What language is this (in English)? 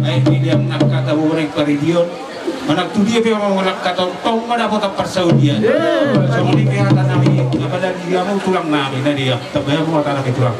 Batak Toba